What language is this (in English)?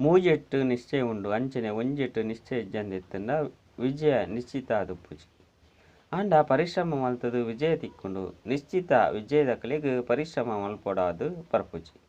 Tulu